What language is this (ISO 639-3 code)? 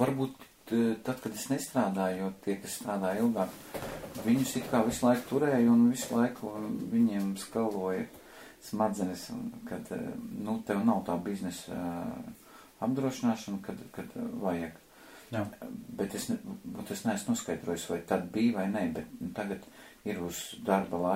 lav